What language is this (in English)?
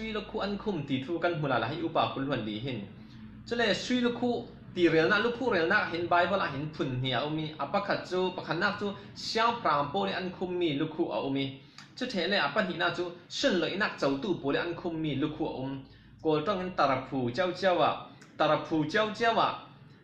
Falam Chin